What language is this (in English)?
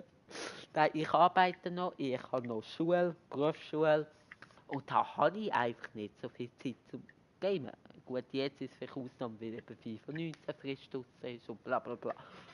Swiss German